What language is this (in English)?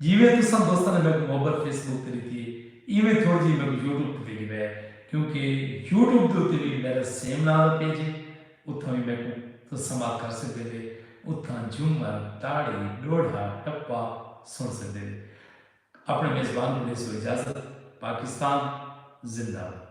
Saraiki